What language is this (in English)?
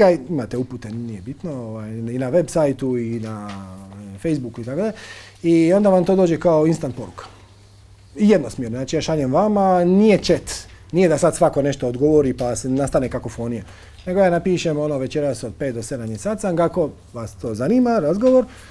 Croatian